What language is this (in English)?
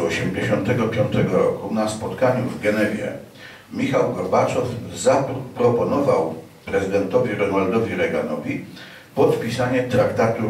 Polish